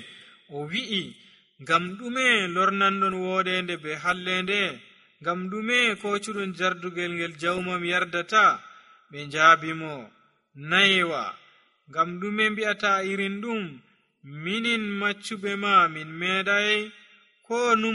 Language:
Nigerian Fulfulde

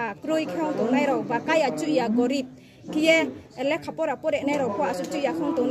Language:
Riang (India)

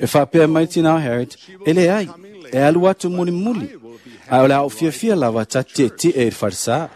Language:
Samoan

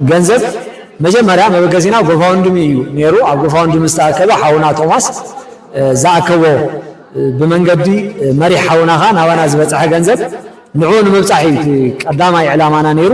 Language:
Tigrinya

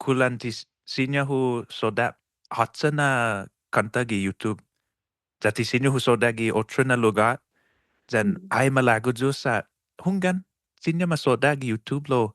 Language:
Chamorro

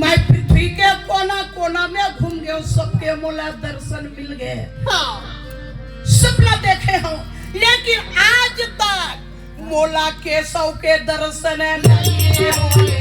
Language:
Chhattisgarhi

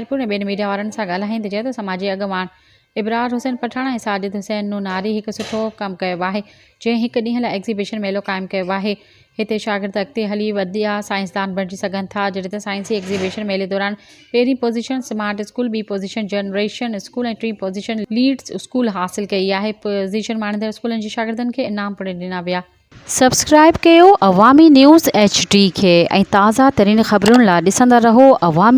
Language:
Sindhi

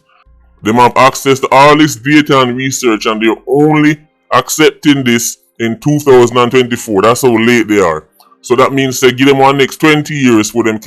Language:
Jamaican Creole English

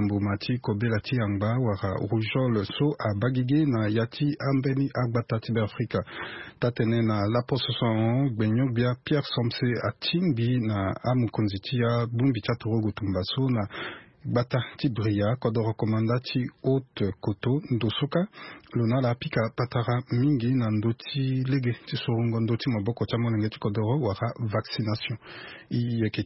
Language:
Sango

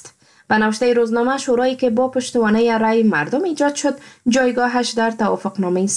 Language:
Persian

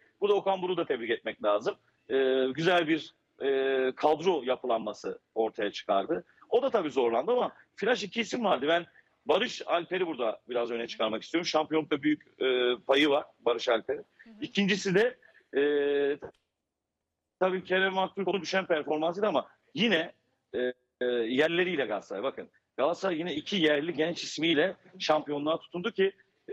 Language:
Turkish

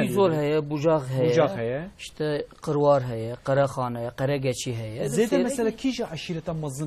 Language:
Kurdish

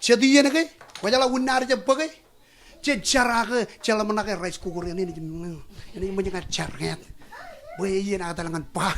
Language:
Marshallese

